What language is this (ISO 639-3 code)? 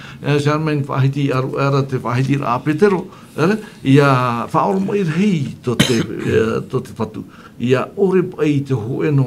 tah